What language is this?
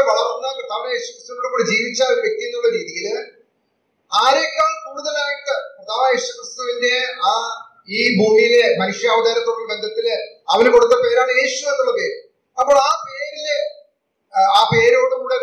Malayalam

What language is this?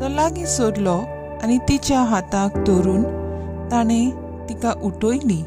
Konkani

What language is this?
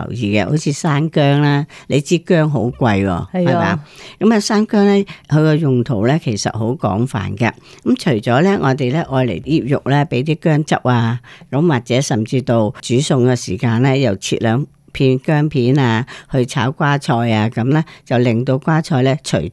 Cantonese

